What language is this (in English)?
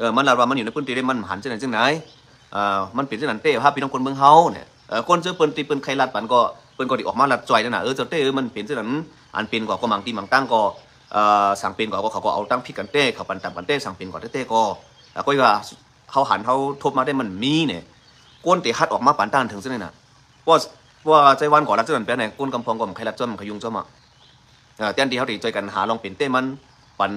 Shan